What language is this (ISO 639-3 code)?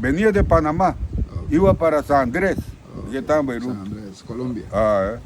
cab